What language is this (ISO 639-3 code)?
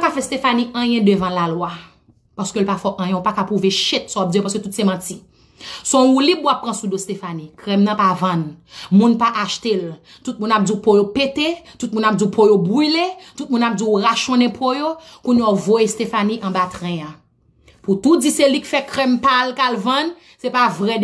hat